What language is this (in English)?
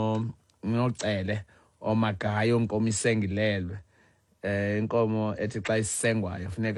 Xhosa